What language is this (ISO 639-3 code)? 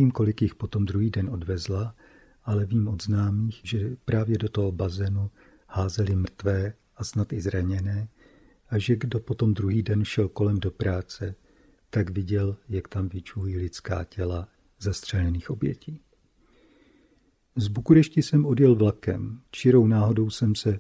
ces